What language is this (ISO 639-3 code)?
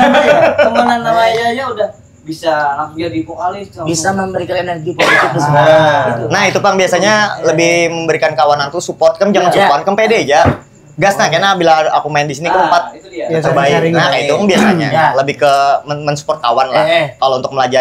bjn